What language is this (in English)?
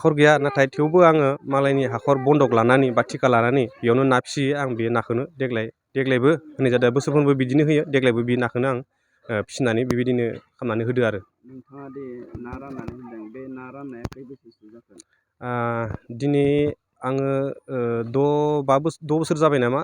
Bodo